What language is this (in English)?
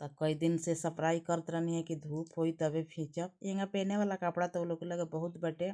Bhojpuri